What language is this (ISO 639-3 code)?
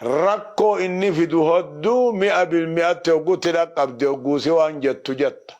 orm